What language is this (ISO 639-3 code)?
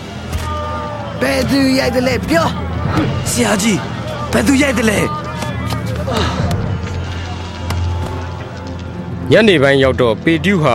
mya